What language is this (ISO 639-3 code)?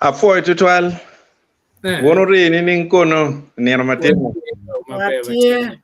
ach